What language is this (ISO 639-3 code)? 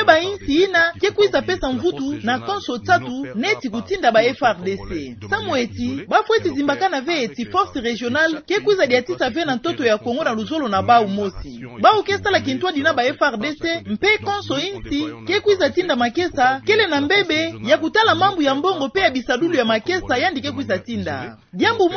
ktu